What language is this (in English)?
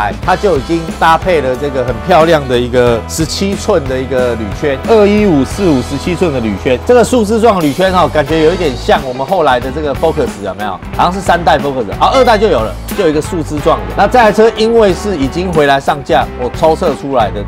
Chinese